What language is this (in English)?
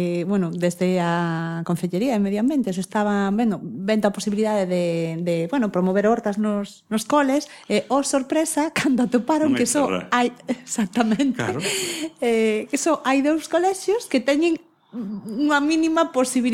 Galician